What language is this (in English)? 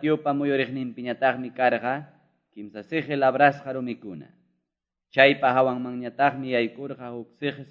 Quechua